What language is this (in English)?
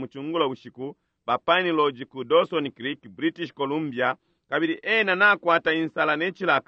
Bemba